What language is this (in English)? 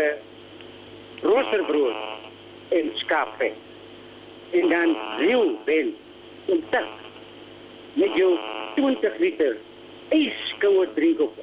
Afrikaans